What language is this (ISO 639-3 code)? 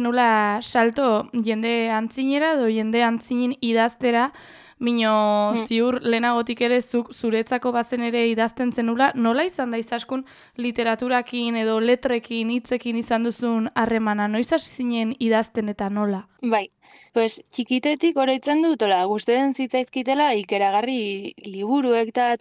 eus